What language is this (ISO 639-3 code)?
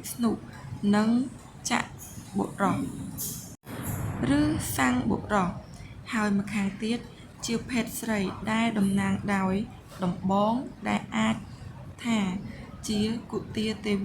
khm